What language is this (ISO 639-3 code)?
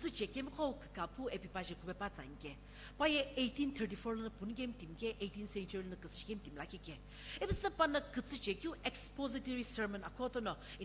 nsm